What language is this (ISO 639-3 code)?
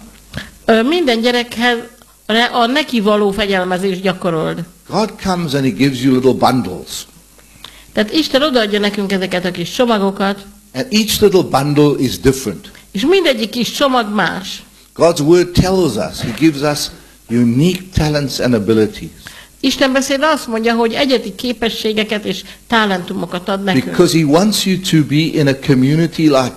hun